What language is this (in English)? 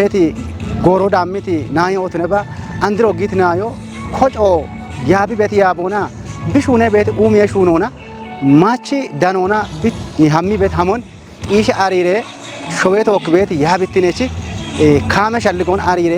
Kafa